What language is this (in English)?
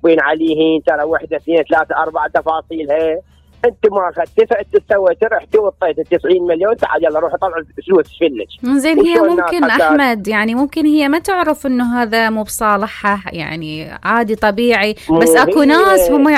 Mesopotamian Arabic